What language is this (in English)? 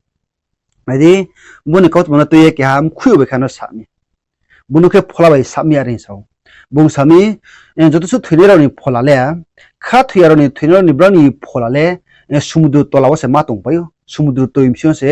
Riang (India)